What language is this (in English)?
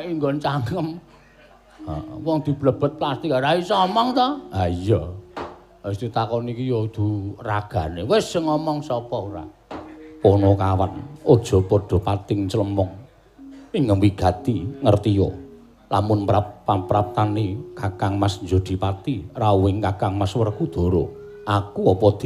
Javanese